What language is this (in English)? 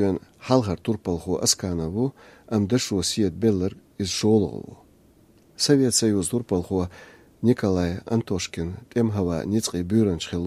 Chechen